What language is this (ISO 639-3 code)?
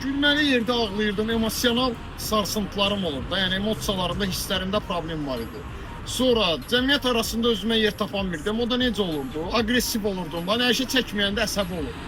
aze